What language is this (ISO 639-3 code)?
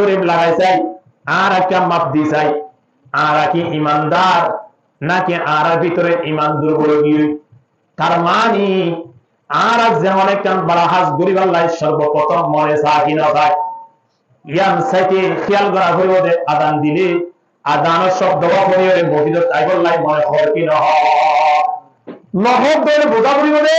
rhg